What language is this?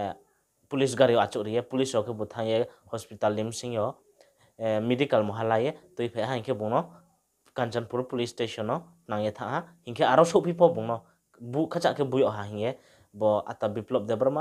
Riang (India)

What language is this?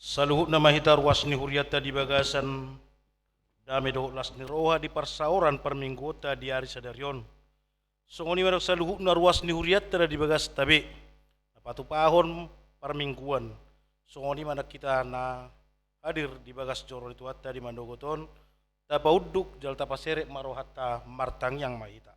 Batak Toba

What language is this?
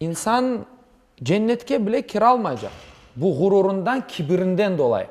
Crimean Tatar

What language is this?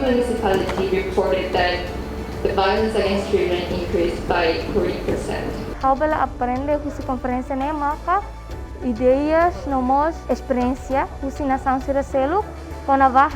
Tetum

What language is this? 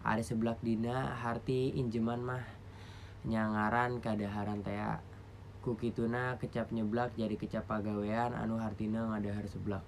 Sundanese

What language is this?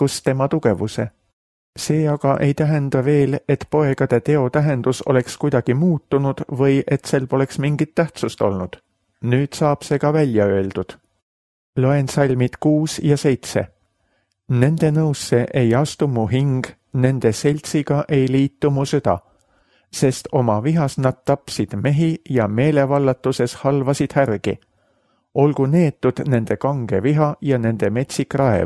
Estonian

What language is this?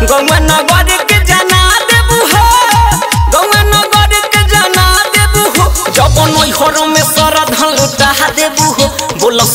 Bhojpuri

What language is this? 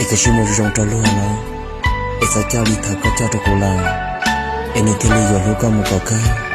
Hmong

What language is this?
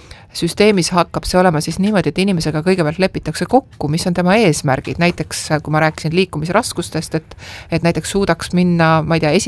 Estonian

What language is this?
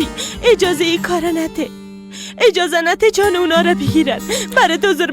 Persian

